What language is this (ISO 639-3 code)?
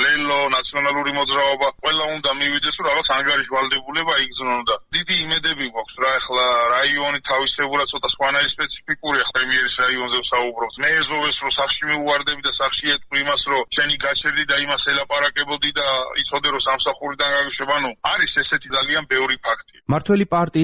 kat